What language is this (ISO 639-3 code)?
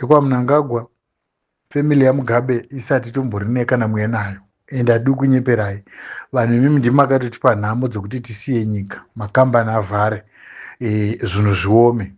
sna